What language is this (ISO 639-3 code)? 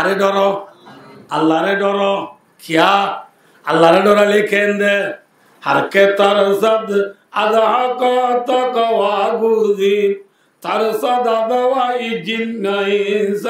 rhg